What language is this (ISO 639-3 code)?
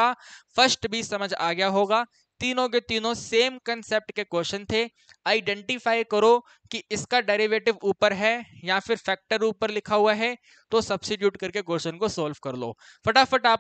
hin